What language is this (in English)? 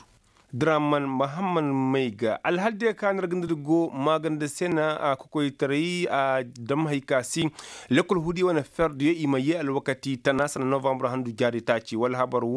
Koyraboro Senni